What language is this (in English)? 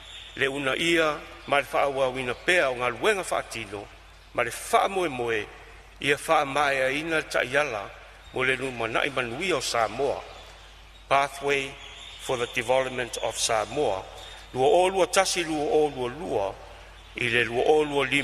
Samoan